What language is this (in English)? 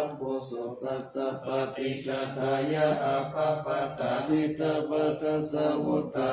Pali